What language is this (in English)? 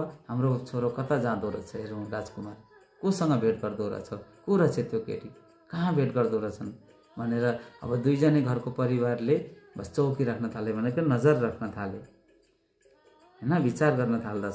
Nepali